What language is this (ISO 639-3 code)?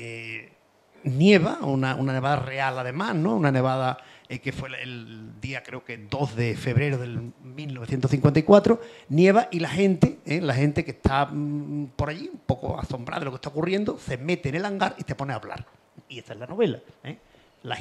spa